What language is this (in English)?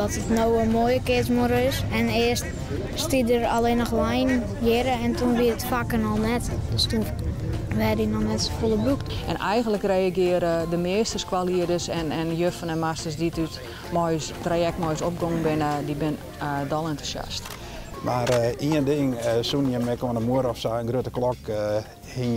Western Frisian